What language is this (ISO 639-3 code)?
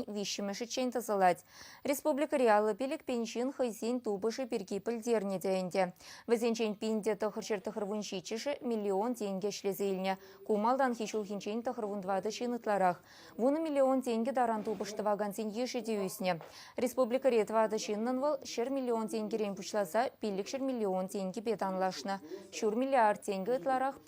chv